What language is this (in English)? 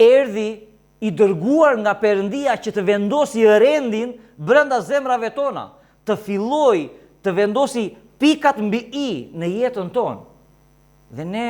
Albanian